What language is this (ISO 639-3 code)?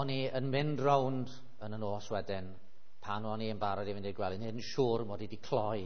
cym